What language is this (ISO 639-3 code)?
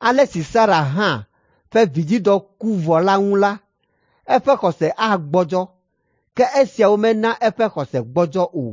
ewe